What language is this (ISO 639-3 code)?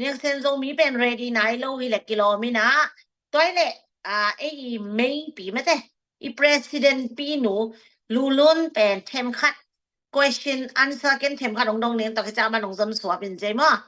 ctd